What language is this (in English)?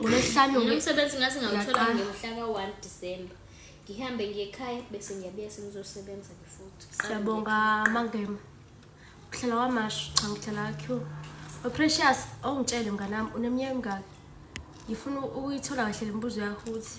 Zulu